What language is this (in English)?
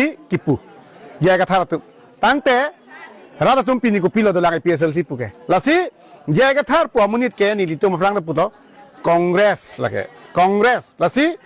Karbi